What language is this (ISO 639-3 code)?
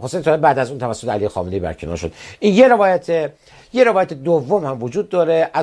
fas